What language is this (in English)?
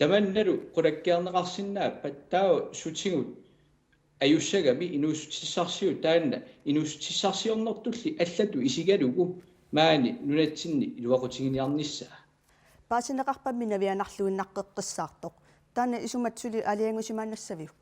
Kalaallisut